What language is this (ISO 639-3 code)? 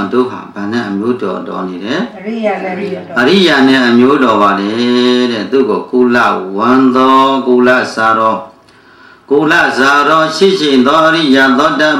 mya